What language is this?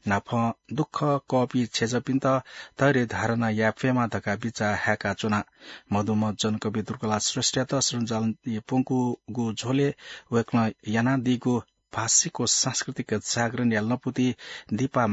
Newari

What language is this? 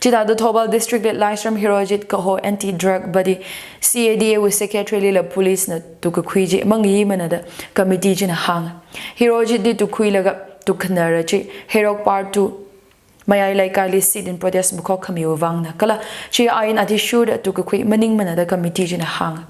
Tangkhul Naga (India)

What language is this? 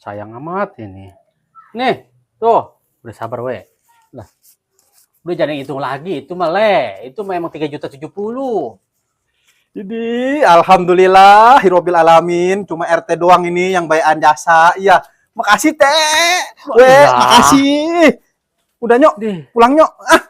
Betawi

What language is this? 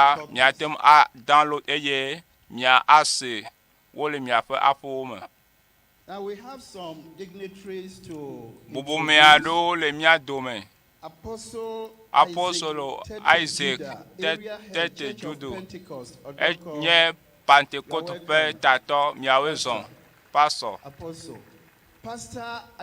Ewe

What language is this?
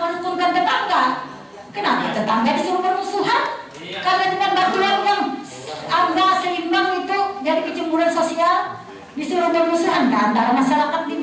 Banjar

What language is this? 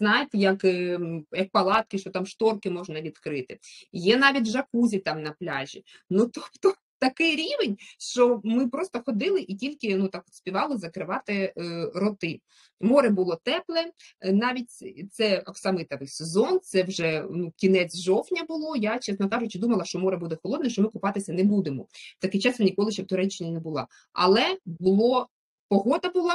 Ukrainian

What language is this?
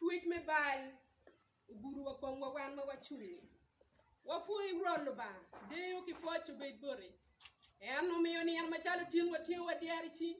Acoli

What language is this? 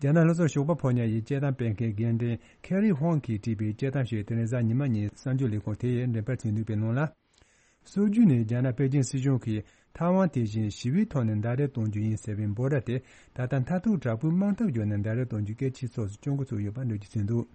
Tibetan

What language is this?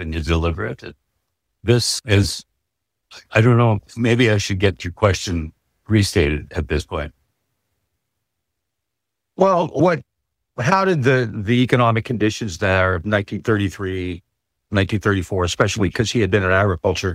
English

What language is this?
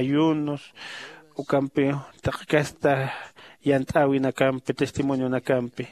Aymara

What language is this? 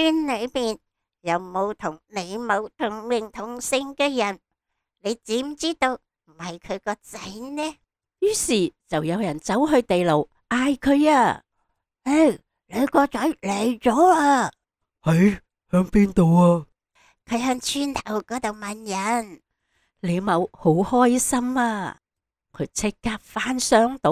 Cantonese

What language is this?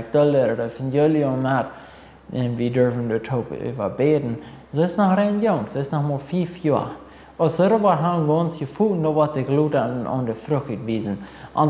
Plautdietsch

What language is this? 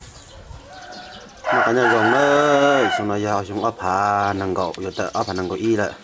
Hmong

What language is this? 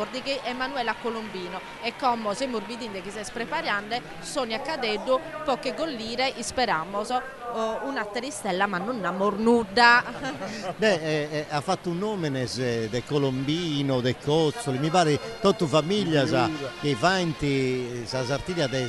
Sardinian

